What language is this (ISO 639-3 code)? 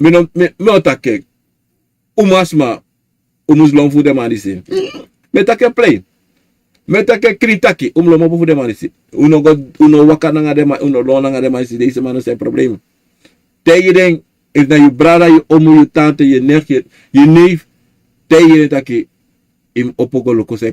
srn